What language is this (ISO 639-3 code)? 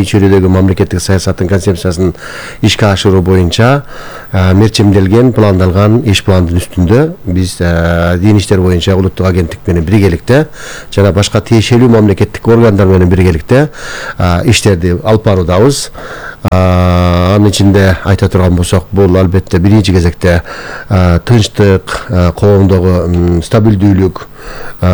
kir